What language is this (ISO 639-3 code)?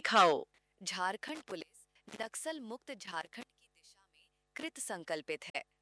hin